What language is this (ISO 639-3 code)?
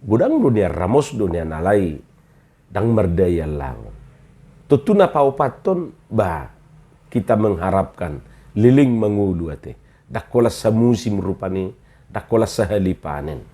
bbc